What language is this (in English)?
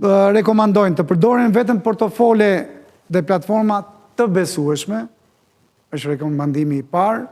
Albanian